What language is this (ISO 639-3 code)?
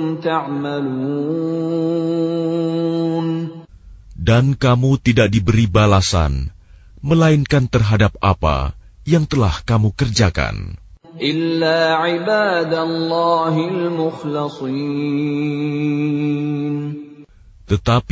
ind